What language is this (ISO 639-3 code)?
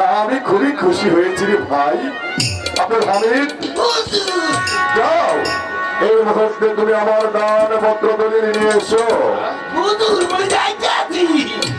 ben